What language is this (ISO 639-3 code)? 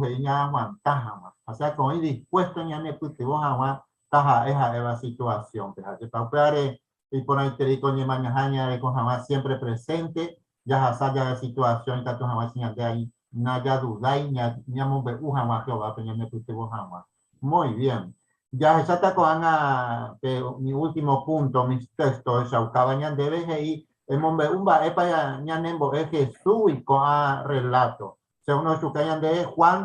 grn